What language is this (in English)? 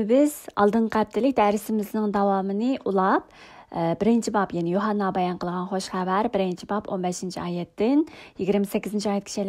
Uyghur